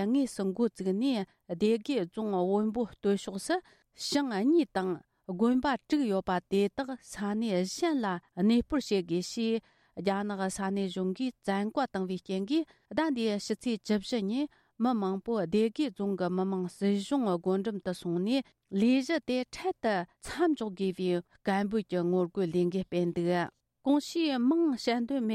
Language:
Tibetan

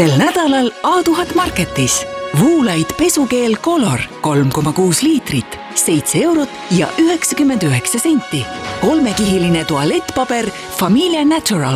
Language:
Estonian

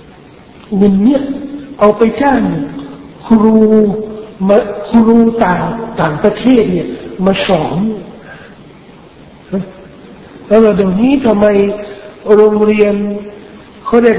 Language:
Thai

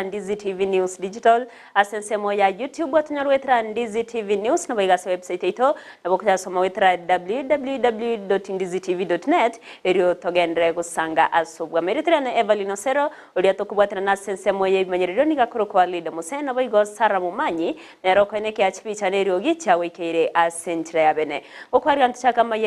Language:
Gusii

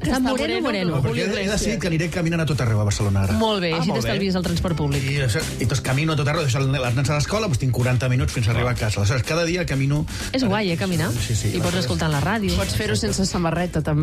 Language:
Catalan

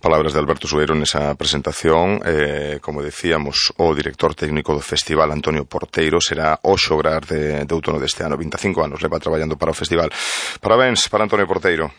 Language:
Galician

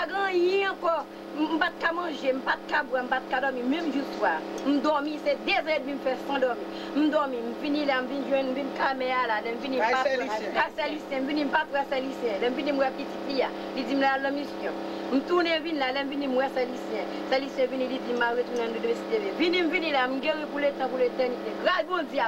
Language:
Haitian Creole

